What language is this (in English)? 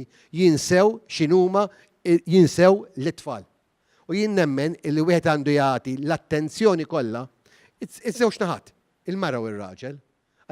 Maltese